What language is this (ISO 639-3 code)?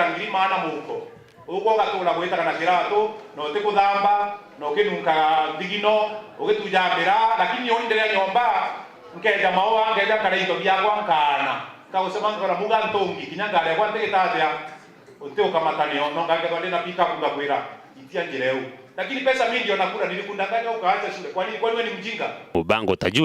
mer